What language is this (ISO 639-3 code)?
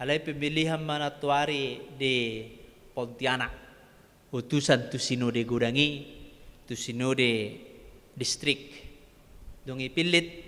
bbc